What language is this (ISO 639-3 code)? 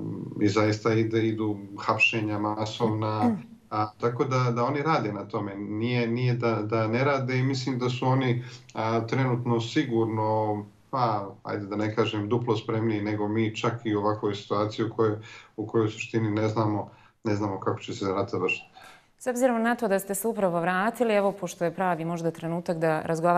bos